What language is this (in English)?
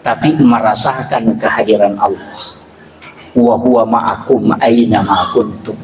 Buginese